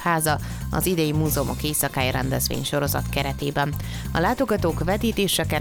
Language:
Hungarian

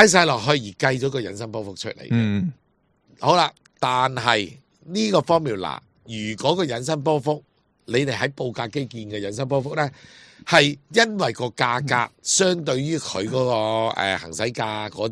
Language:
Cantonese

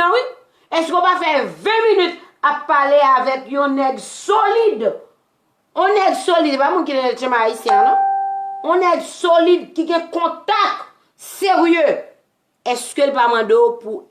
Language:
Haitian Creole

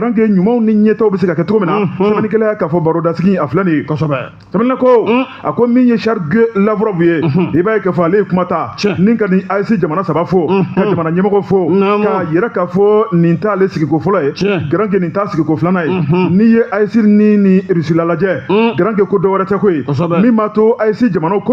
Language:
Bambara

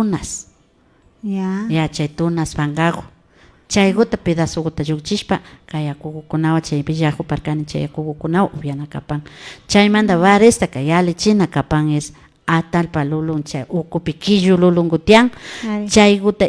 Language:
Imbabura Highland Quichua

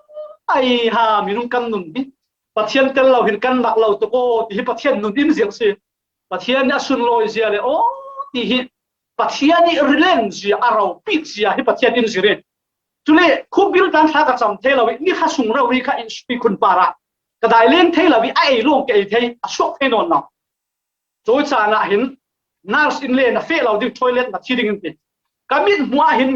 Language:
Falam Chin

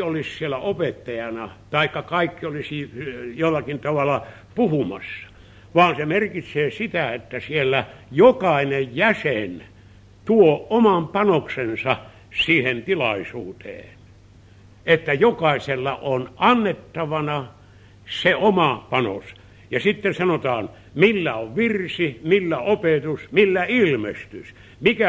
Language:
Finnish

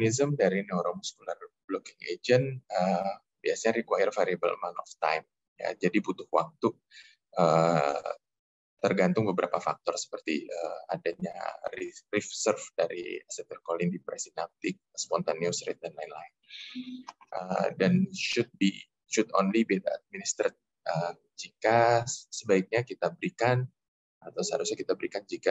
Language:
Indonesian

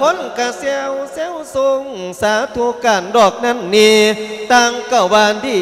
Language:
Lao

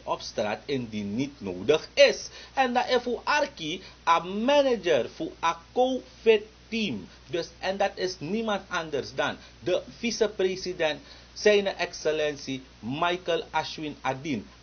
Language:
Dutch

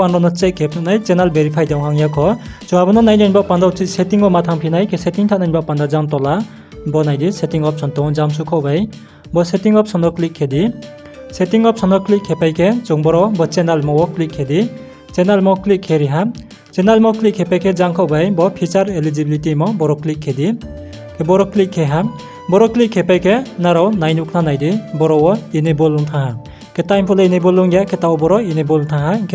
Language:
Riang (India)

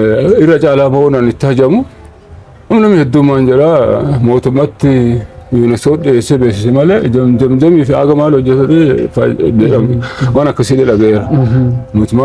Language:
Oromo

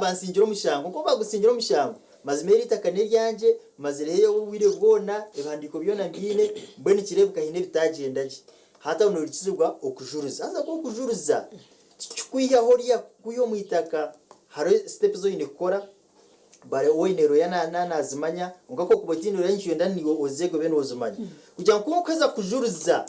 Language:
Nyankole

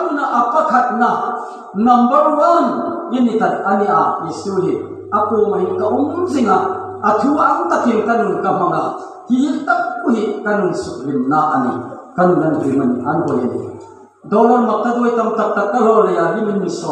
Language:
Hmar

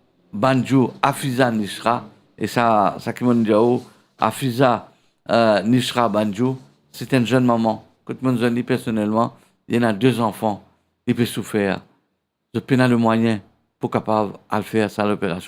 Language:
Morisyen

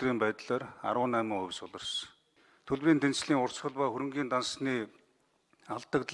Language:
Mongolian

